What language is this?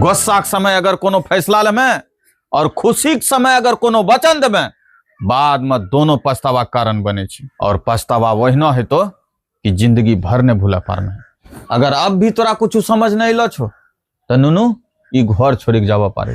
Angika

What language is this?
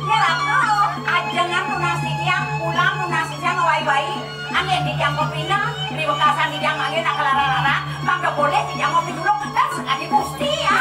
Balinese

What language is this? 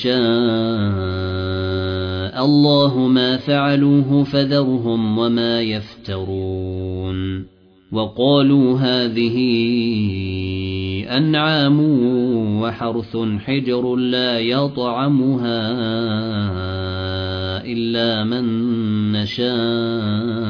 Arabic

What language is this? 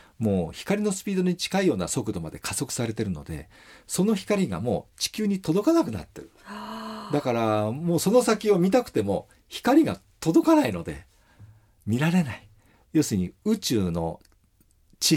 Japanese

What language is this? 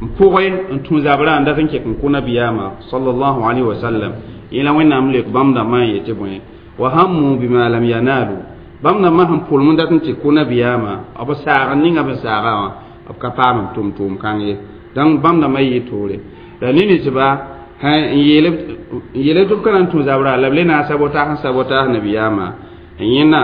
Mossi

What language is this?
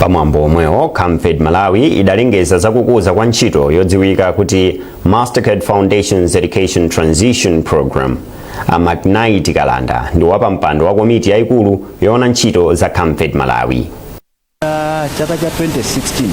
Nyanja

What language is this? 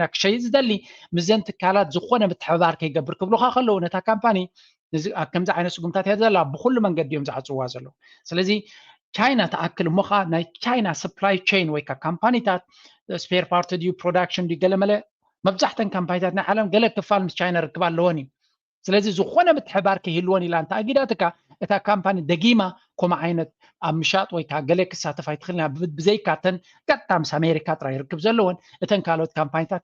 Tigrinya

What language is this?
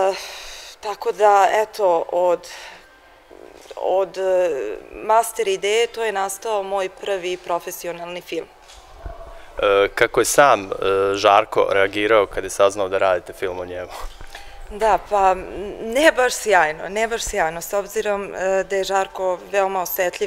Serbian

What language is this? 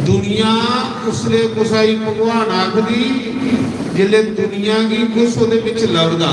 Dogri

